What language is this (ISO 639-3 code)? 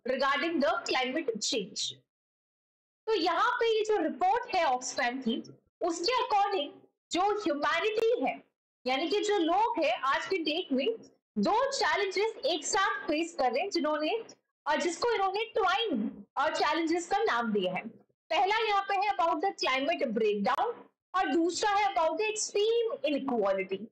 hin